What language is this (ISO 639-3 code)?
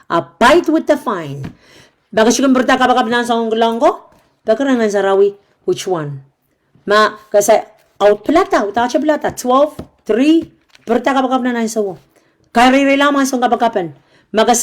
pon